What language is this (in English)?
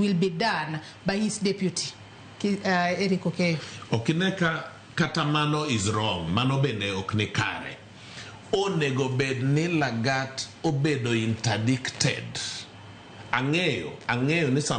Luo (Kenya and Tanzania)